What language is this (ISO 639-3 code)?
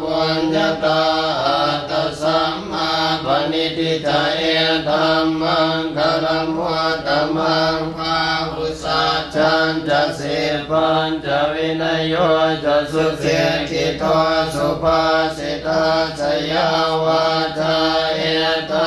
pli